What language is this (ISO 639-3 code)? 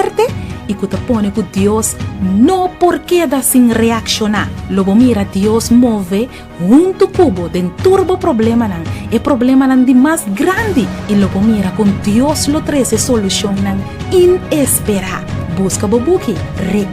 pap